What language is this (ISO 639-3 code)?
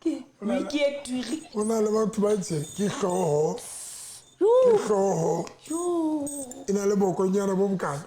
sot